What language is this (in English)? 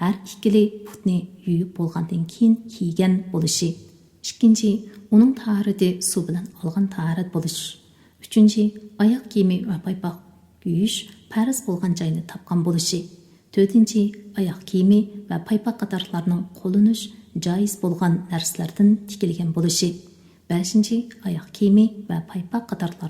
Uyghur